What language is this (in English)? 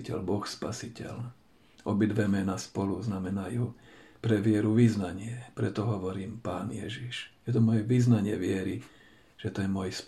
Slovak